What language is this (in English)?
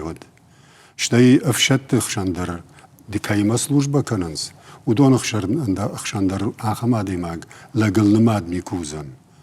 Ossetic